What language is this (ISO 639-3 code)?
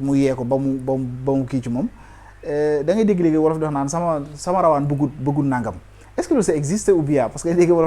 wol